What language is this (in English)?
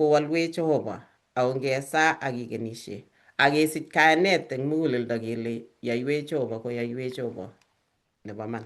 Kalenjin